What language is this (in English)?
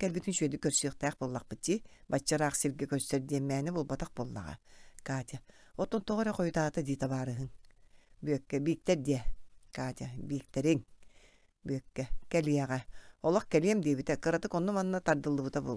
Yakut